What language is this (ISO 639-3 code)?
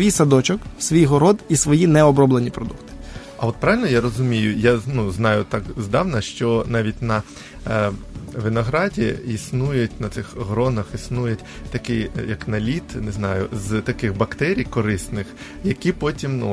ukr